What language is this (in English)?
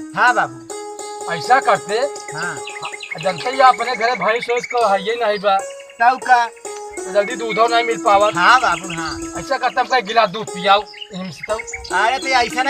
Awadhi